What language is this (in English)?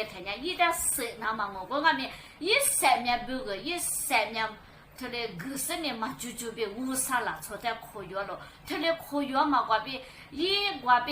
Lisu